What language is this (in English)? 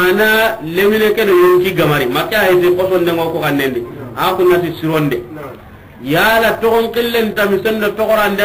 Soninke